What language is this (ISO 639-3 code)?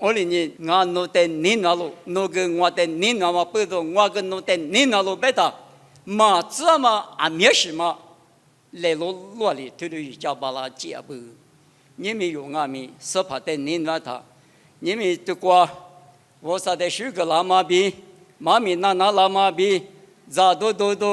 lis